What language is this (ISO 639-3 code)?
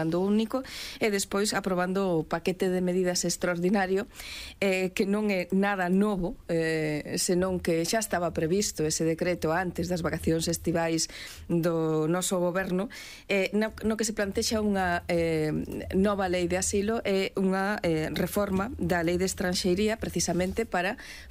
glg